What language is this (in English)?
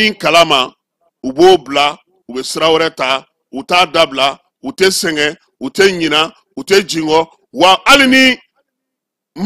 Bambara